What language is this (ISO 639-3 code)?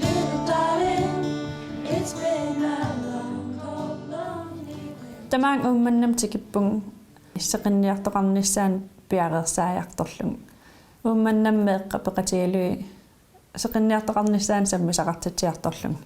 kal